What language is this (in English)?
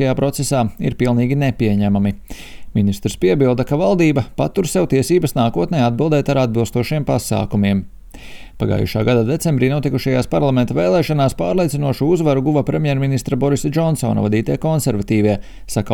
Latvian